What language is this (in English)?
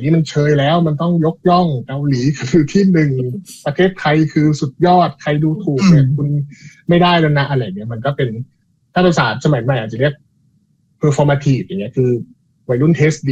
Thai